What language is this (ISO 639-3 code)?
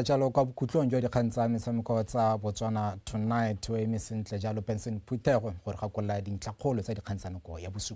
tsn